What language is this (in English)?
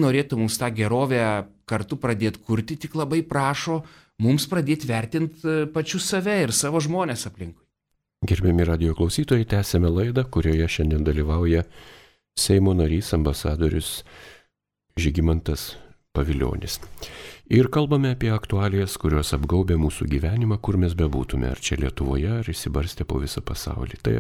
Lithuanian